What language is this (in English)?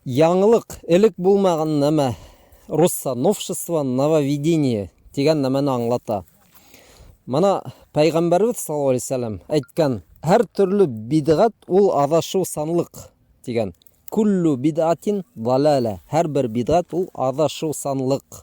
Bashkir